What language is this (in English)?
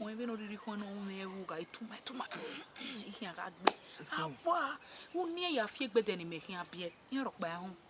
Bini